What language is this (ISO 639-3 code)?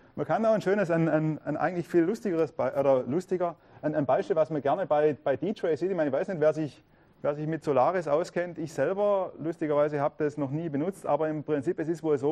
deu